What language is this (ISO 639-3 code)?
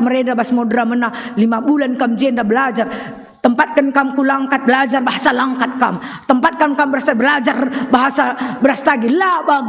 btx